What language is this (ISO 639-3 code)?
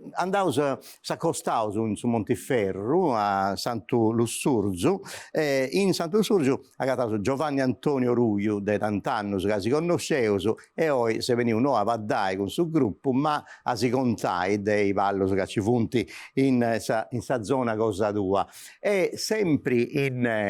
srd